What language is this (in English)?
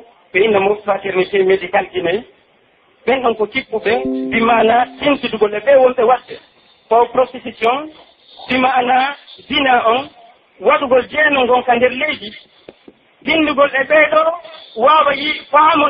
Pular